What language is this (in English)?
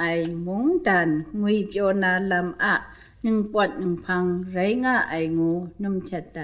Kachin